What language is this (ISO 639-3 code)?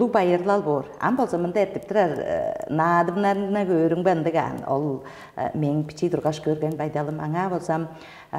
tyv